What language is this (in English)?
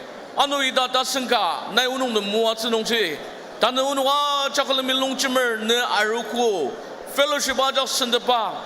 Ao Naga